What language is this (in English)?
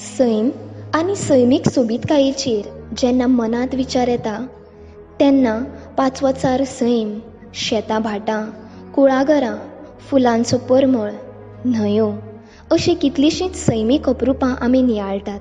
Konkani